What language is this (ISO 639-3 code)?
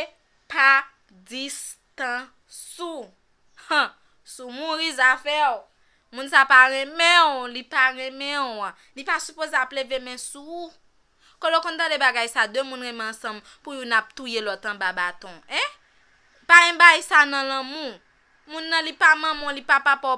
hat